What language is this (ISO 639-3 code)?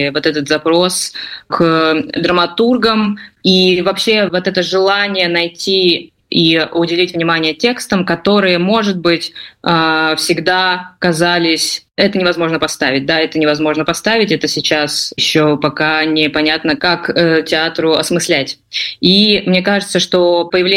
rus